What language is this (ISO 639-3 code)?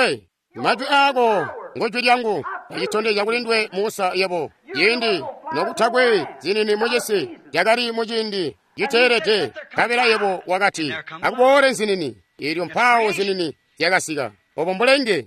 toi